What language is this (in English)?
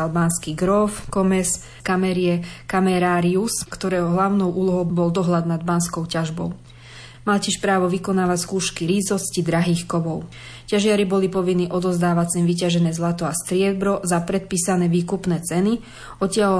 Slovak